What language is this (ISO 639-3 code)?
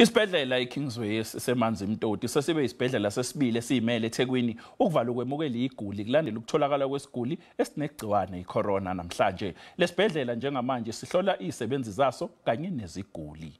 zul